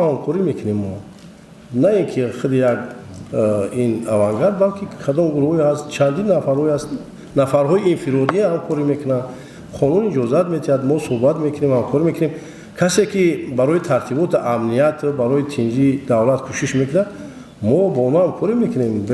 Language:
Tajik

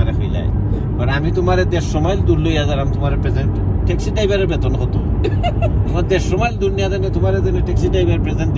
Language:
Sylheti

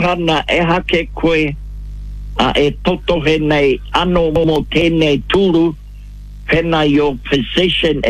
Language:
Māori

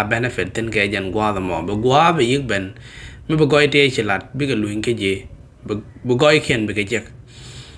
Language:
Nuer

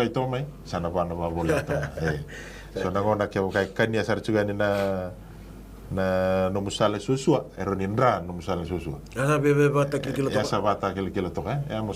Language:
Fijian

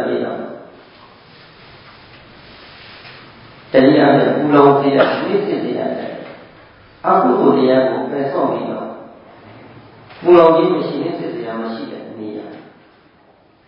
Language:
Burmese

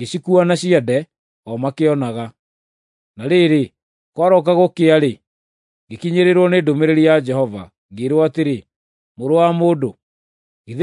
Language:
Kikuyu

